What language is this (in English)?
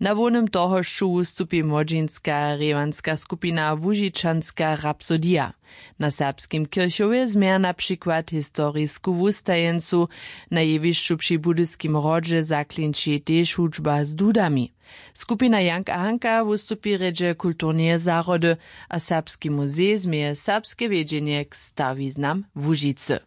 Upper Sorbian